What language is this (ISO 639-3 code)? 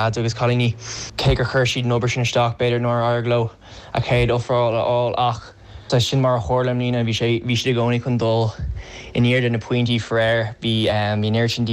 gle